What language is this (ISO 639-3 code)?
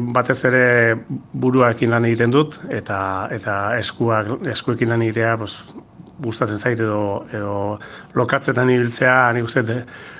eus